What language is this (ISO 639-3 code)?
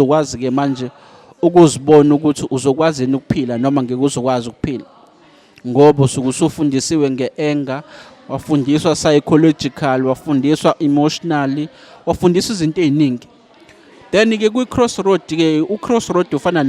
zul